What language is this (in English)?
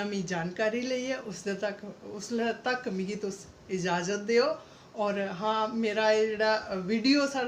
Dogri